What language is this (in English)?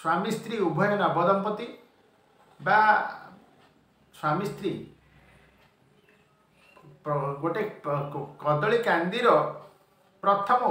Odia